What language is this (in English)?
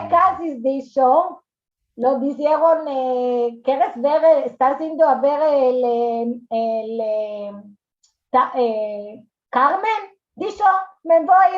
Ladino